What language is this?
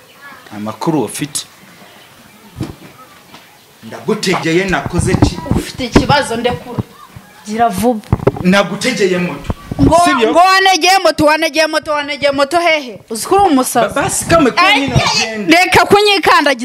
Kinyarwanda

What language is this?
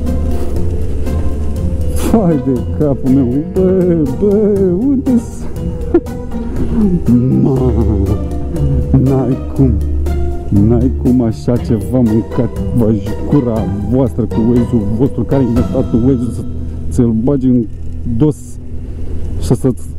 Romanian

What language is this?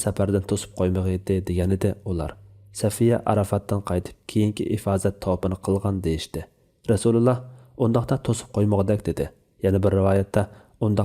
Uyghur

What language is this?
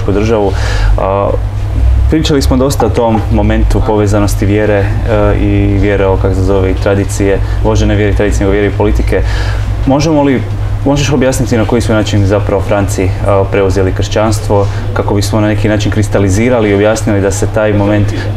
Croatian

